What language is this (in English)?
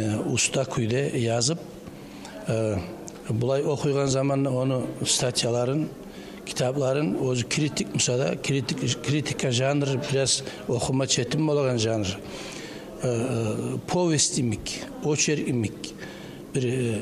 Kumyk